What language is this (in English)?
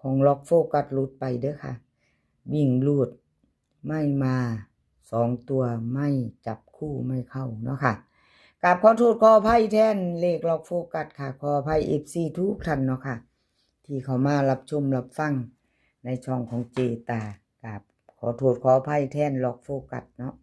Northeastern Thai